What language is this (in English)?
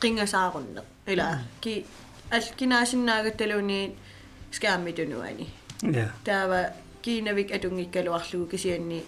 Kalaallisut